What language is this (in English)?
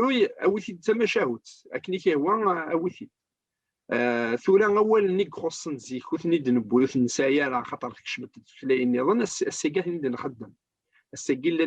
Kabyle